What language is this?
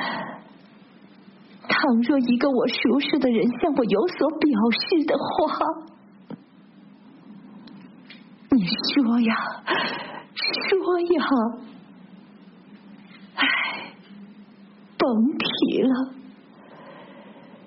Chinese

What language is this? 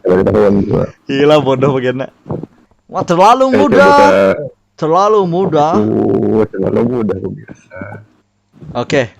Banjar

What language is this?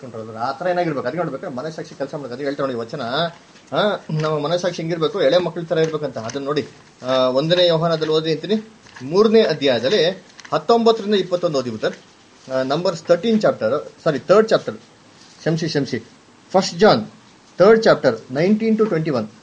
Kannada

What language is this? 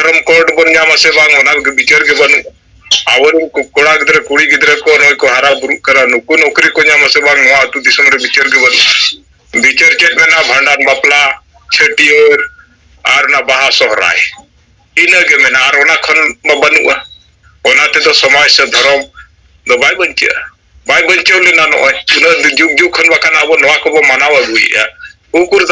Santali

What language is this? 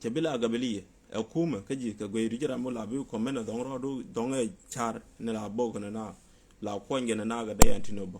Nuer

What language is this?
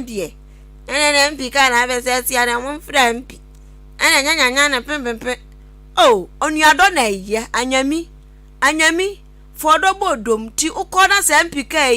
Akan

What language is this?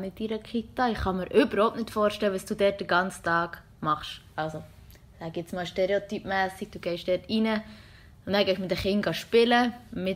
Swiss German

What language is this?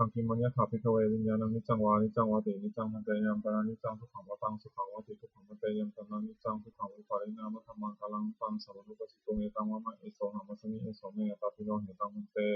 Pali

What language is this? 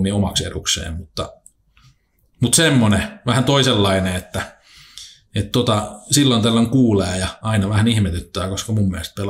Finnish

